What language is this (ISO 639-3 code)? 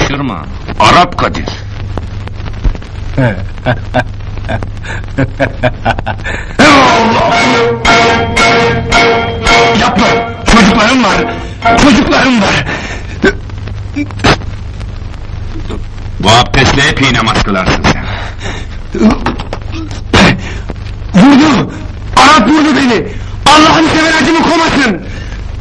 tur